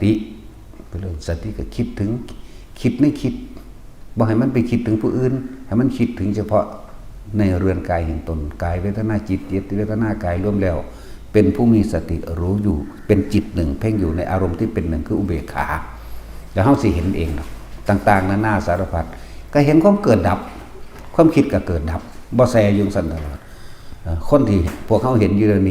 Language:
Northeastern Thai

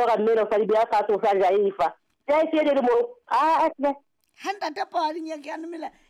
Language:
Southern Sotho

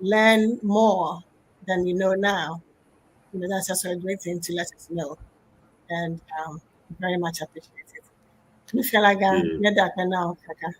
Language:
Ewe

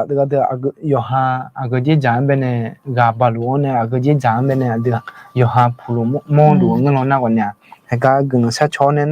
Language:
Akha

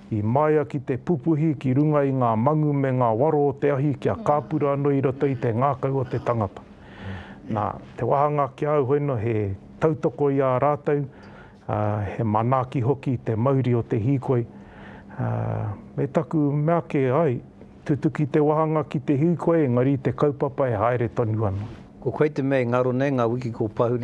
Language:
Māori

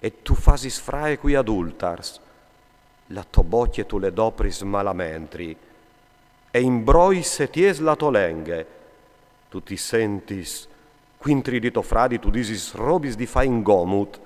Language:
Friulian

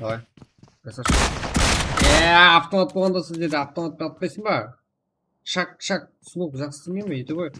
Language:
Kara-Kalpak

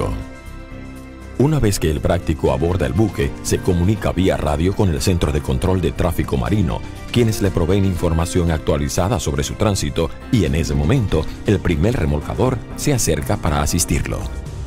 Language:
Spanish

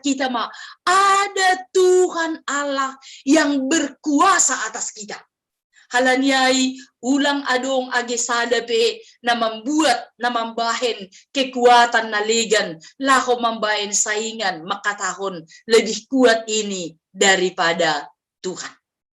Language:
Batak Simalungun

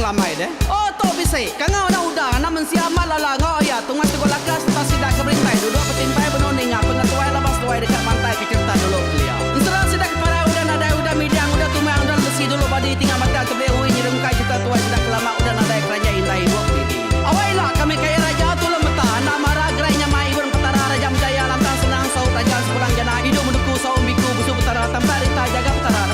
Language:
Iban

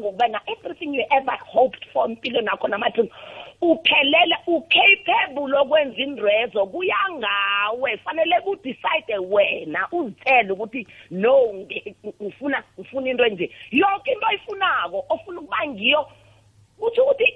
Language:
South Ndebele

